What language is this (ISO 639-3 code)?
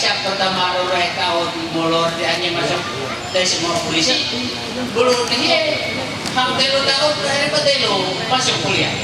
mhy